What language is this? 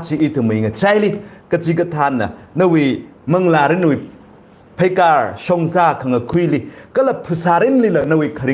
Tangkhul Naga (India)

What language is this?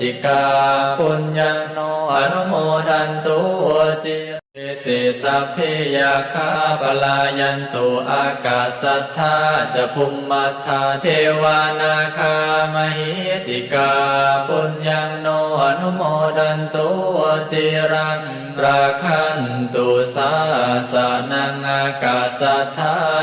Pali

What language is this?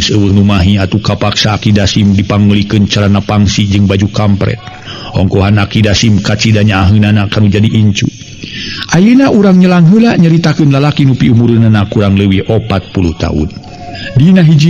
Sundanese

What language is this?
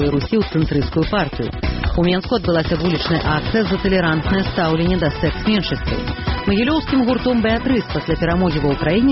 Belarusian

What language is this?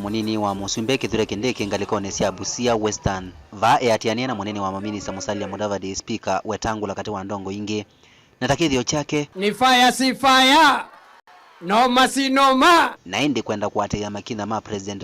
Kamba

